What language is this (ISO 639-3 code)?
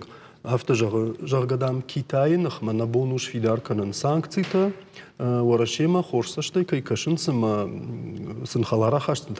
oss